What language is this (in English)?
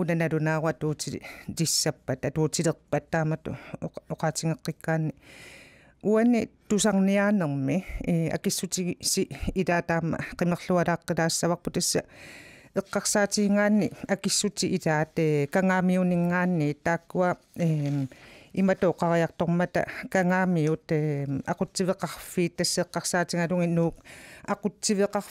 Kalaallisut